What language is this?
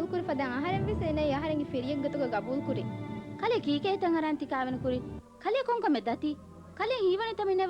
Divehi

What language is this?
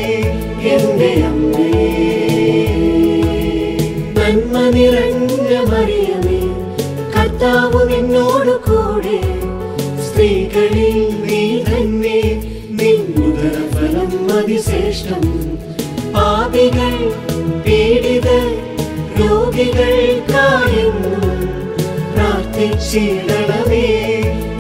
Malayalam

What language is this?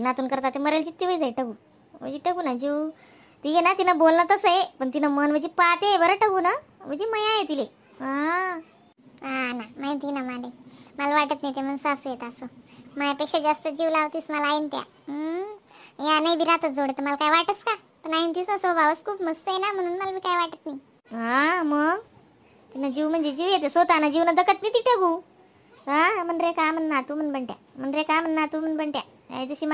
Khandesi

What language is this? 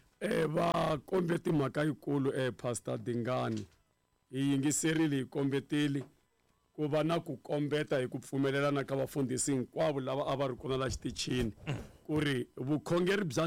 Tsonga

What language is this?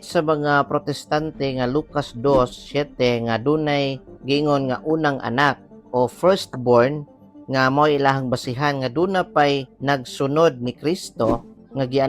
Cebuano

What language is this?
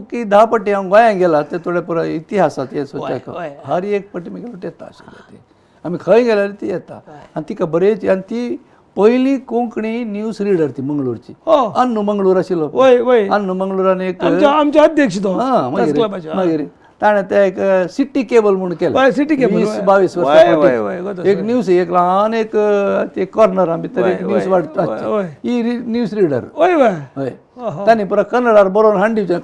Konkani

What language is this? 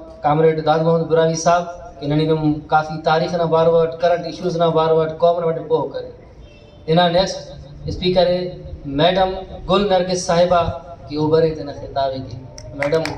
Brahui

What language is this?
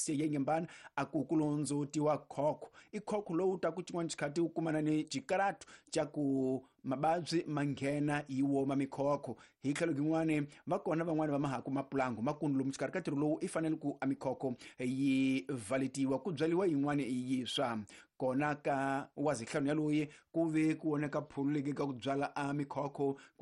Tsonga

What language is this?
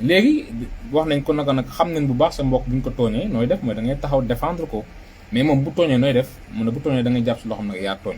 Wolof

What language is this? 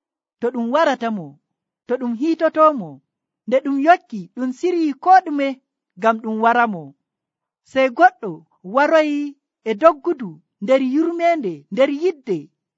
Nigerian Fulfulde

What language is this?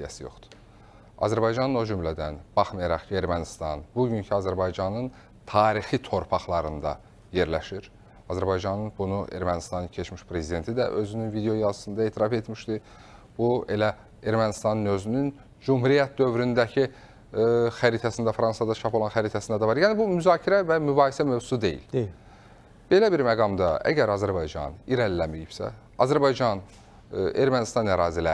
Azerbaijani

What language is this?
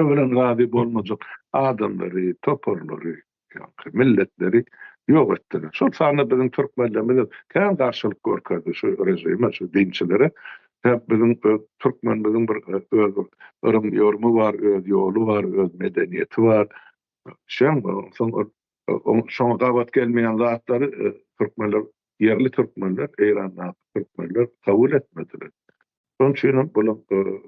Turkmen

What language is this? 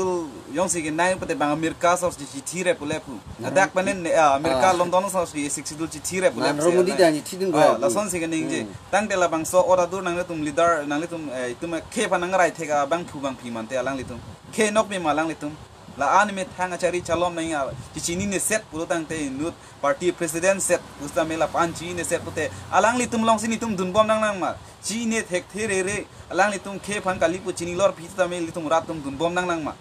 Karbi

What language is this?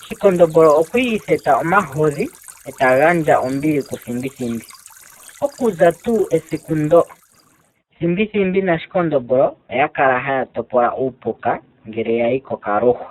Ndonga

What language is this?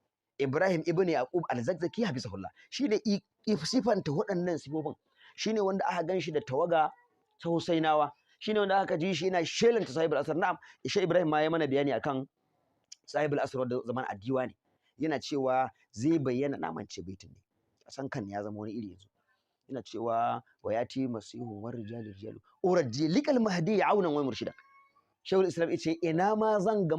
Hausa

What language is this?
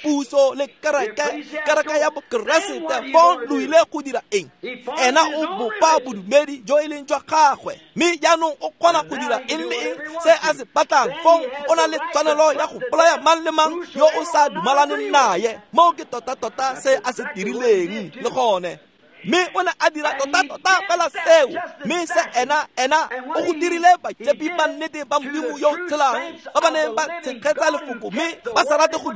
Tswana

